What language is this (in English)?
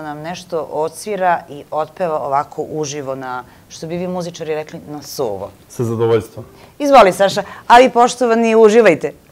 Serbian